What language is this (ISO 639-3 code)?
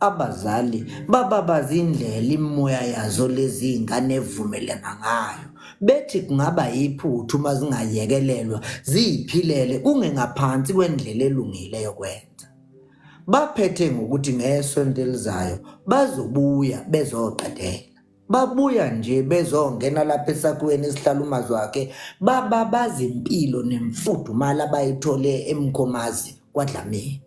zul